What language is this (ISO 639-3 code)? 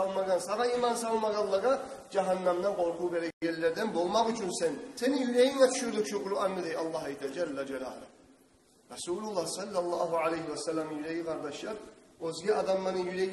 kum